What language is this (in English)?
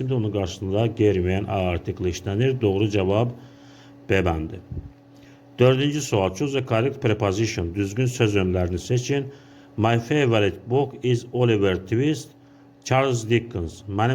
Azerbaijani